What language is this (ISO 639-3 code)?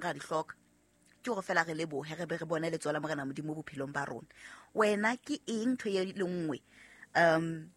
sot